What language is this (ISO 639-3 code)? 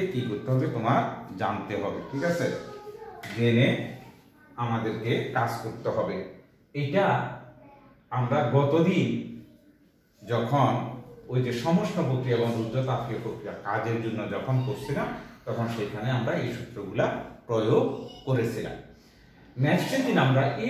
ben